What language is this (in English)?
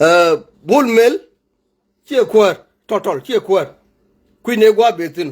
Nuer